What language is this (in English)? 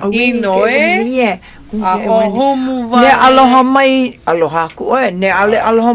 Hawaiian